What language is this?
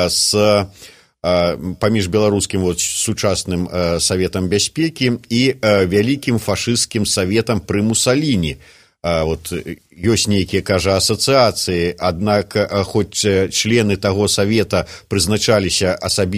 Belarusian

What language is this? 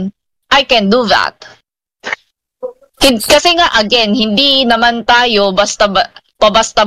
Filipino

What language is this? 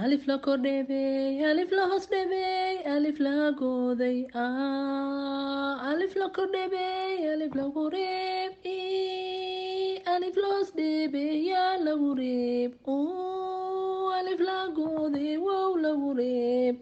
Somali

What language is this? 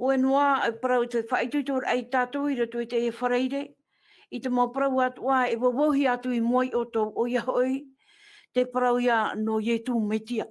Tahitian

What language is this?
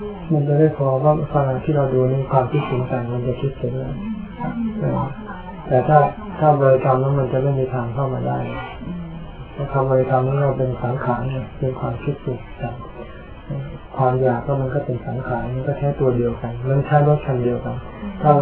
Thai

